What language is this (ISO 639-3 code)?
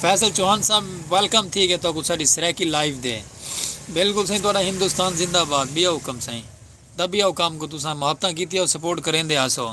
skr